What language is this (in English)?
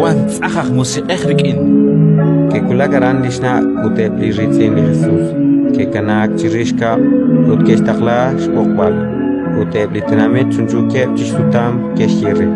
Kekchí